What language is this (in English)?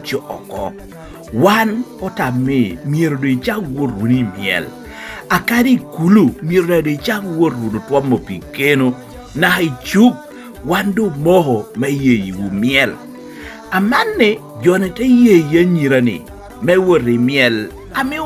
Lango (Uganda)